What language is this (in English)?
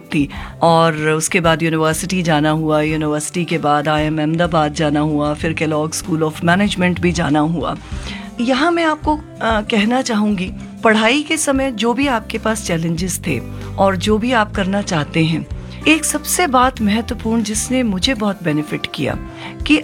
Hindi